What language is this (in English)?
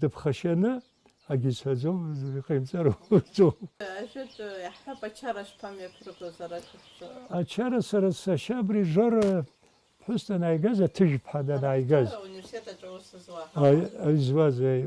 Abkhazian